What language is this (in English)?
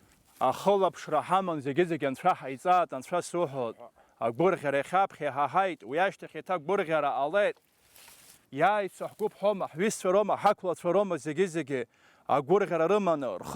Abkhazian